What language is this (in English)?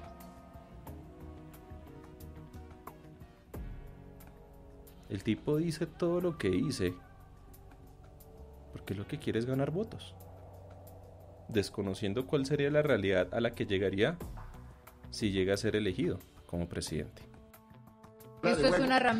Spanish